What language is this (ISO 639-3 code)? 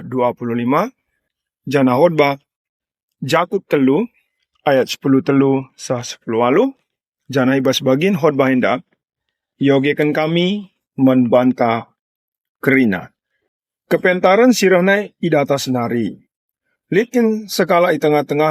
btx